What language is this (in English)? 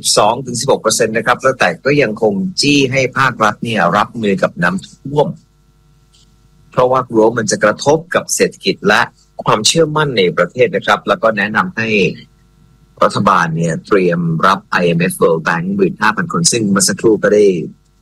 Thai